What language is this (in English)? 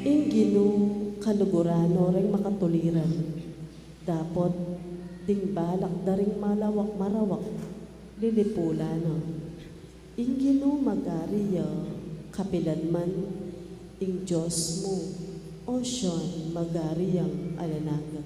Pampanga